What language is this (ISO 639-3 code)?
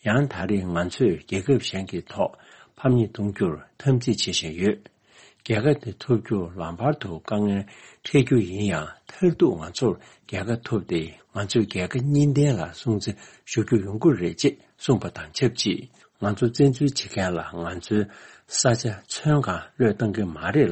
bod